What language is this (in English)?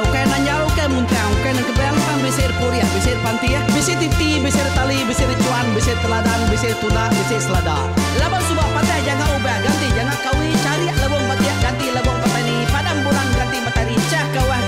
Iban